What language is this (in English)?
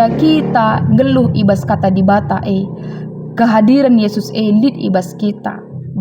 Batak Karo